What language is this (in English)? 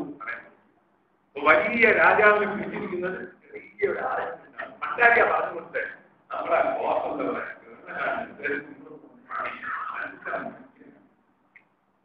Malayalam